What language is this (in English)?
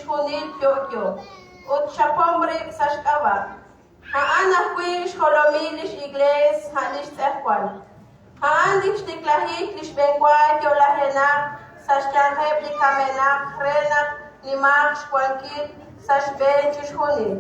Kekchí